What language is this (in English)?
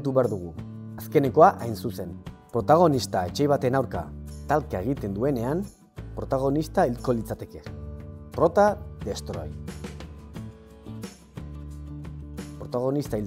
Basque